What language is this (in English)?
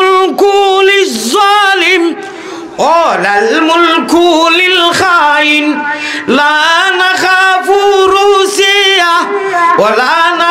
Sylheti